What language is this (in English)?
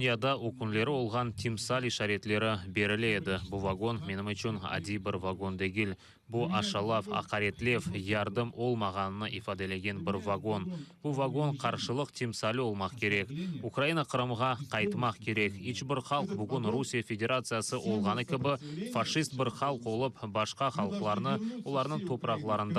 Crimean Tatar